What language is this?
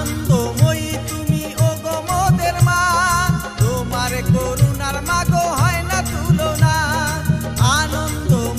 Bangla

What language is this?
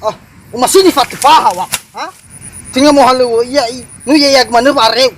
Nias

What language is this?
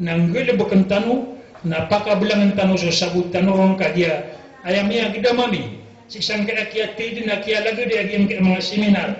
Maranao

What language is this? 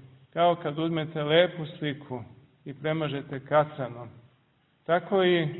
Serbian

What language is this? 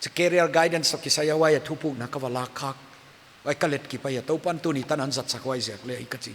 Paite Chin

